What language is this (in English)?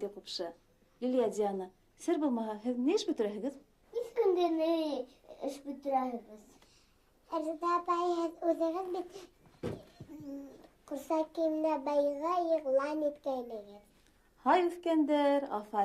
Bashkir